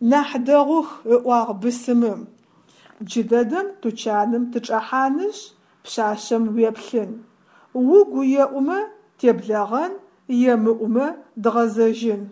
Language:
Adyghe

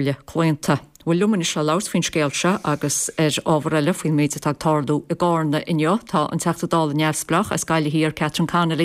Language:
Irish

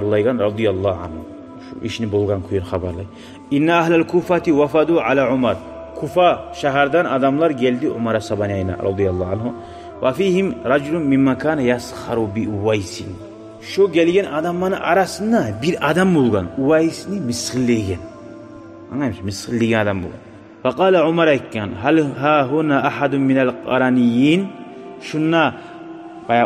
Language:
Kumyk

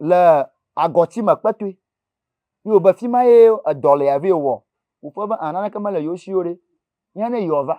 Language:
Ewe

